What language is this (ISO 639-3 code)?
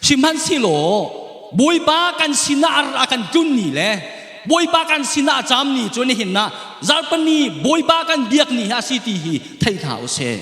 cnh